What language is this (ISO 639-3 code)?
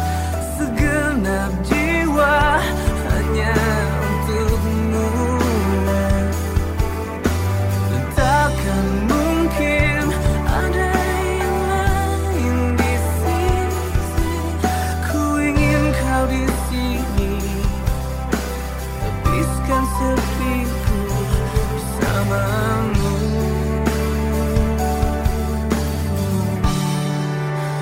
ind